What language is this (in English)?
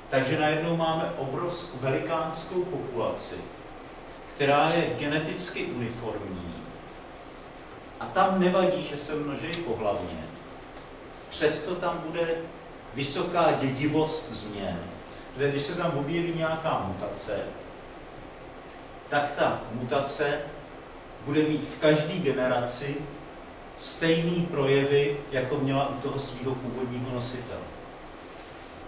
Czech